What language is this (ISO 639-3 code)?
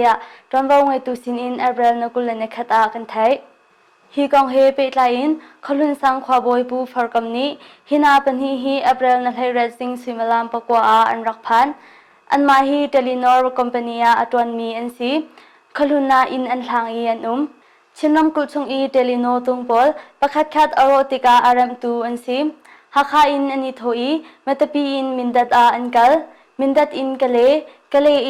cnh